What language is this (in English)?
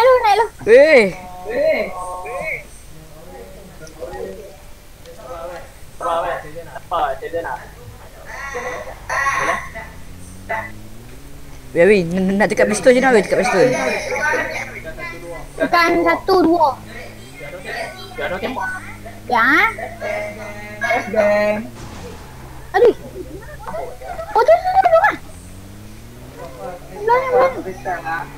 Malay